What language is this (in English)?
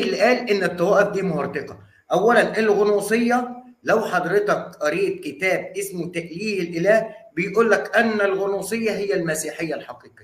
Egyptian Arabic